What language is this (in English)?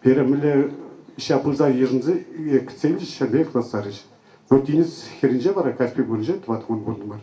Chuvash